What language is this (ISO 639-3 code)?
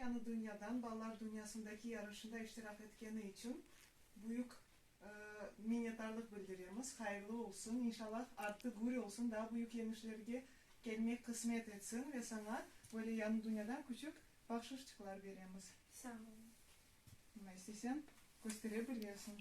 crh